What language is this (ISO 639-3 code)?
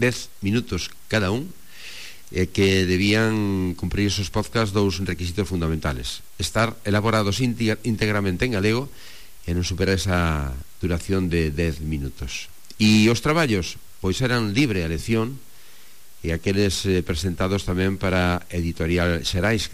glg